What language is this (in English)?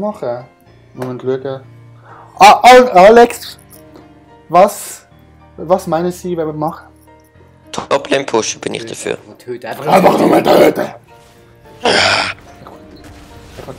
Swiss German